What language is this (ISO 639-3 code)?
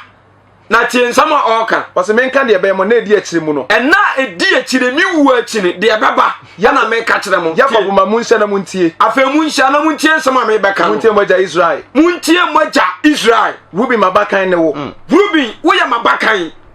aka